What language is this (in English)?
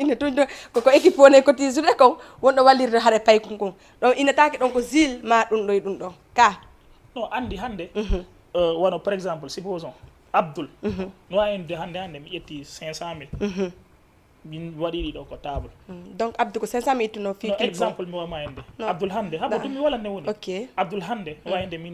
Fula